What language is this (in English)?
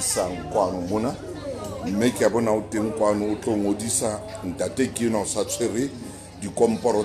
Southern Sotho